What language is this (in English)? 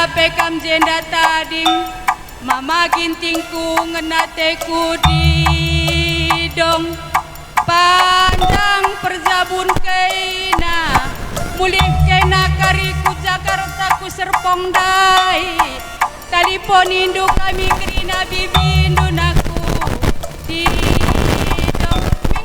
Batak Karo